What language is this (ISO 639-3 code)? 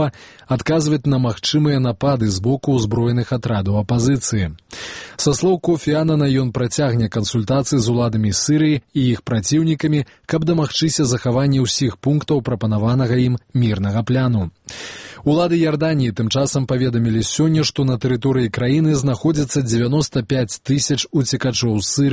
bel